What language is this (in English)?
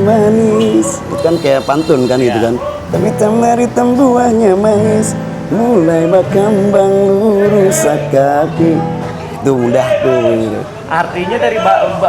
Banjar